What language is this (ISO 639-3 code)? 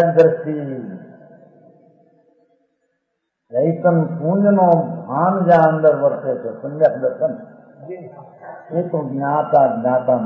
guj